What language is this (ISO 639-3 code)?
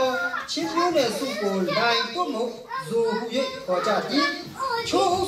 mya